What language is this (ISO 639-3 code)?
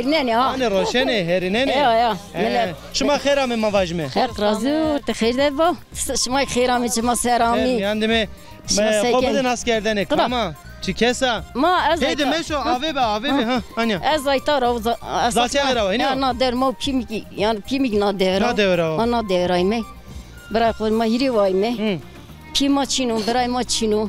zza